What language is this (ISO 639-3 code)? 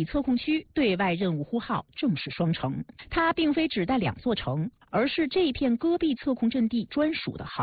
zho